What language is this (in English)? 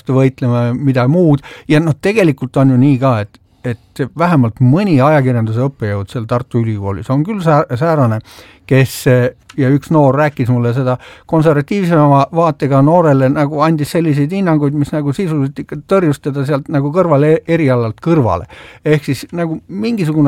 Estonian